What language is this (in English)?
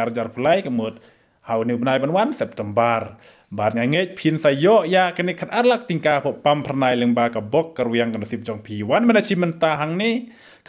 Khasi